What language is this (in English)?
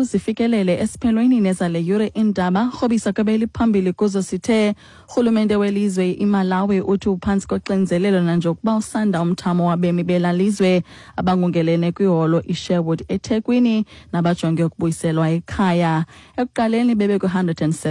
Xhosa